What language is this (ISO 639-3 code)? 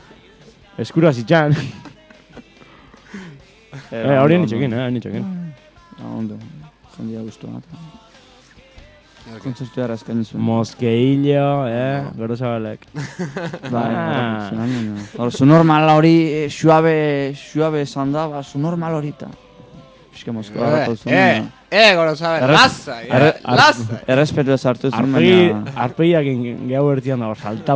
eus